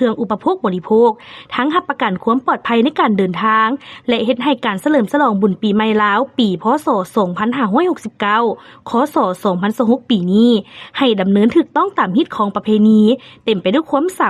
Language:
Lao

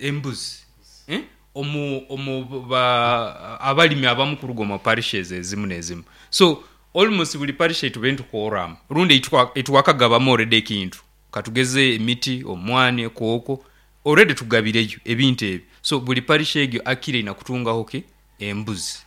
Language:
Nyankole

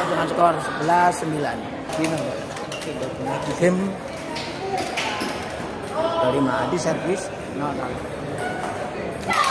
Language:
Indonesian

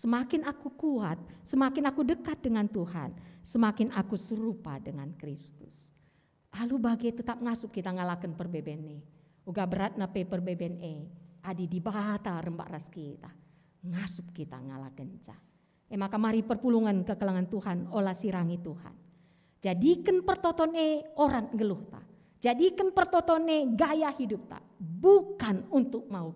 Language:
Batak Karo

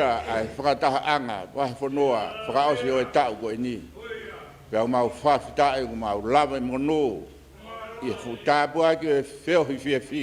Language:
Tongan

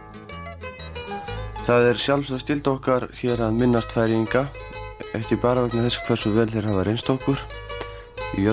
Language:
Icelandic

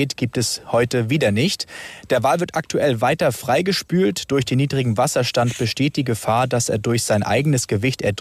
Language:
German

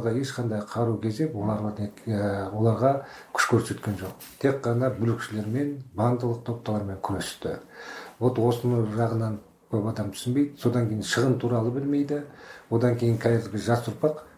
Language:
Kazakh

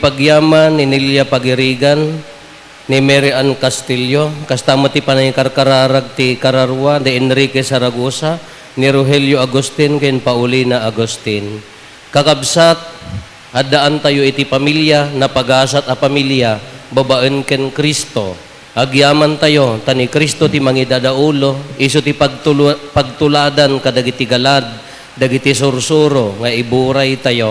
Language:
Iloko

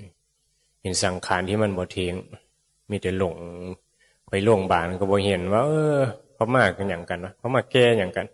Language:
Northeastern Thai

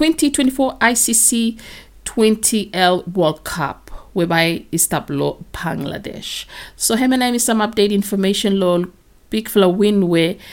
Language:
Bislama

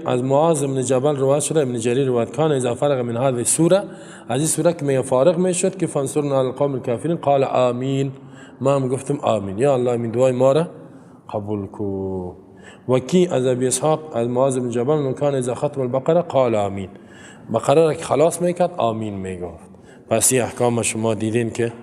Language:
Persian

